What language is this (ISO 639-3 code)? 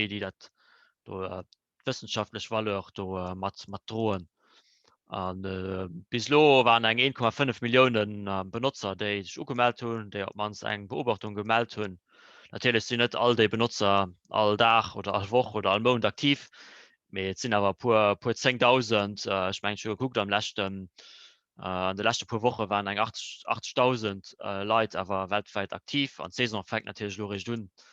ltz